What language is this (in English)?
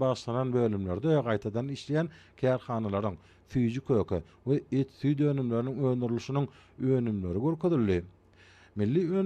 Turkmen